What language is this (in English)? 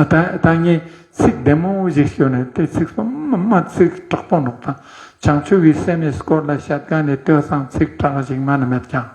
Ladakhi